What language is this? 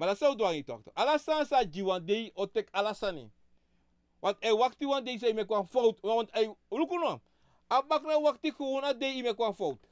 Sranan Tongo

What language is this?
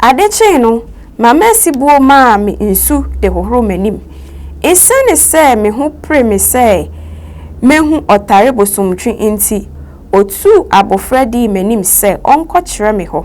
Akan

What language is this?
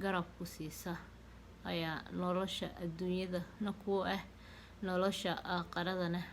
Somali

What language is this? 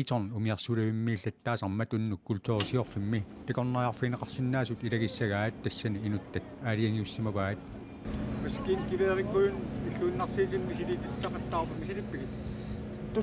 Kalaallisut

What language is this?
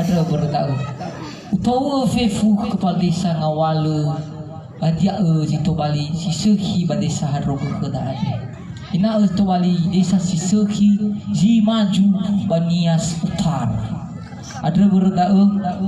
Nias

